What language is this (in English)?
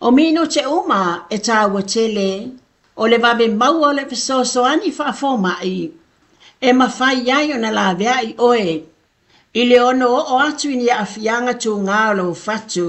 Samoan